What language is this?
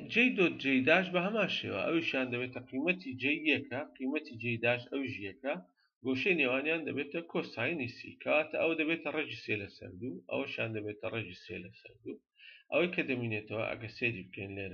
Central Kurdish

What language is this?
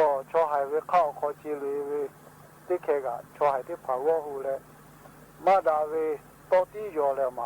Lahu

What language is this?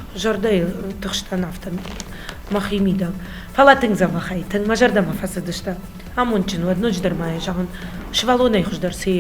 Ossetic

